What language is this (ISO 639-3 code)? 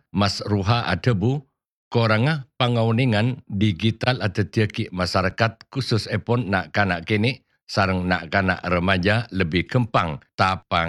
mad